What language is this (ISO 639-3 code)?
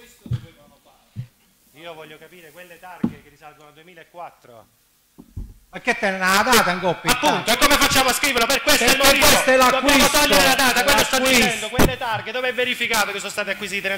ita